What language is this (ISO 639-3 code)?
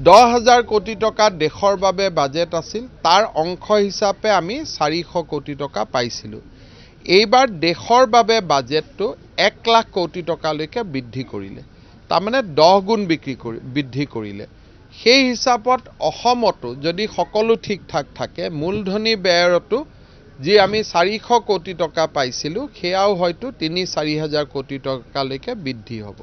asm